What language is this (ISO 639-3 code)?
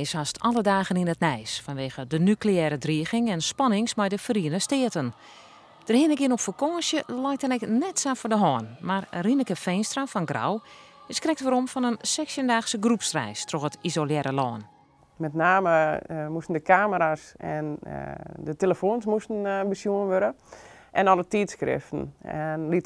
fry